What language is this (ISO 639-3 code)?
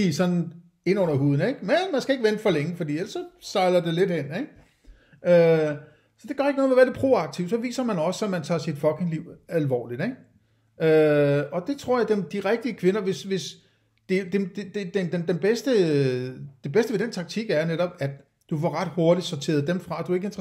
dan